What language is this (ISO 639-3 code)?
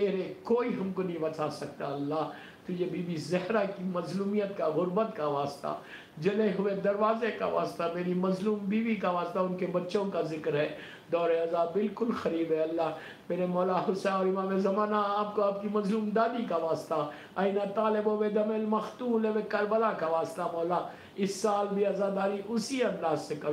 urd